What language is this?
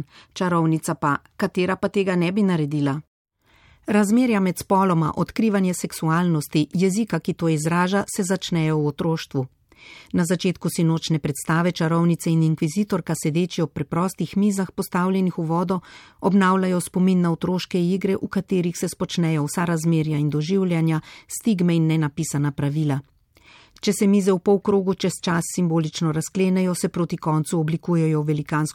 Slovenian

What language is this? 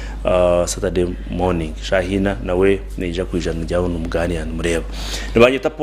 Nyankole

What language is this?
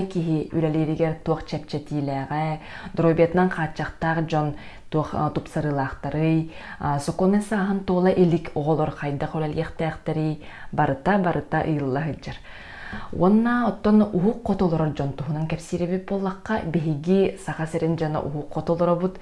Yakut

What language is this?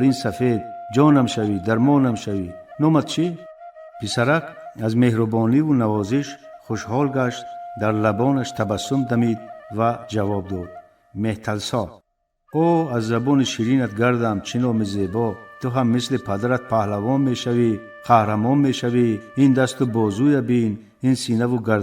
Tajik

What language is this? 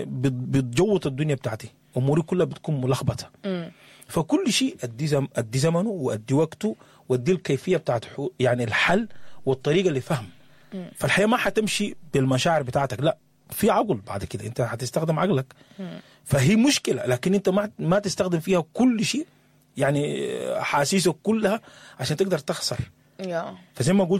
Sudanese Arabic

